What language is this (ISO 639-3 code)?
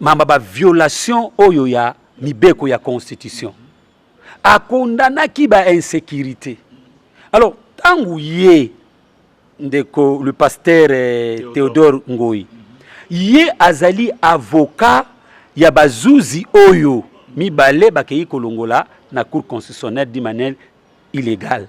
lin